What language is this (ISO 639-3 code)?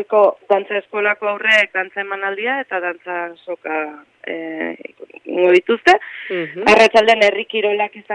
eus